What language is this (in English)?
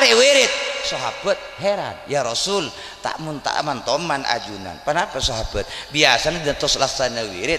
Madurese